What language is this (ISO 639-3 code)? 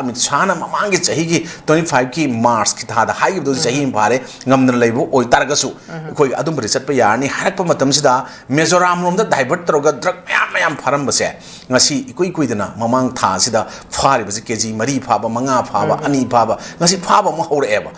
mni